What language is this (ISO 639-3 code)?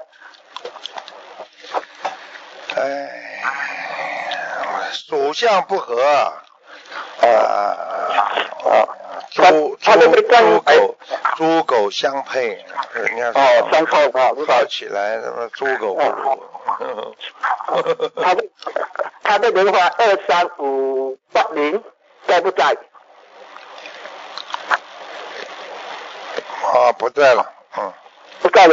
zho